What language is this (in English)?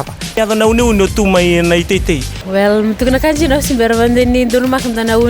Fijian